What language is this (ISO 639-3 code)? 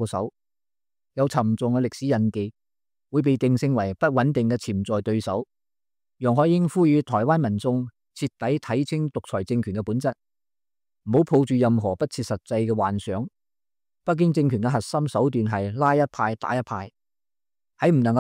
yue